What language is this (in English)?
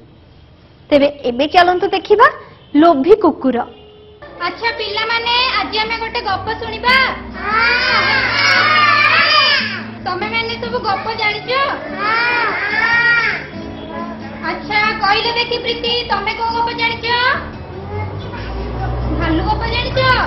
Odia